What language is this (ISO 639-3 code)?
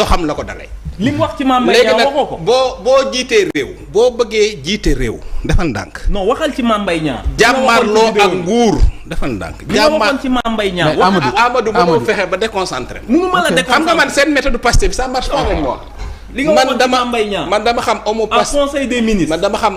wol